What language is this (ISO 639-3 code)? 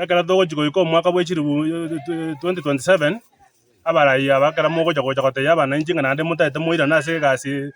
guz